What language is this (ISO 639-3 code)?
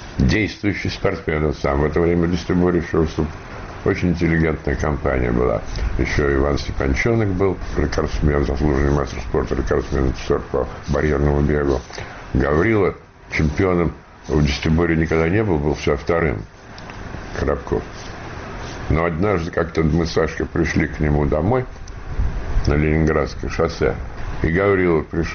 rus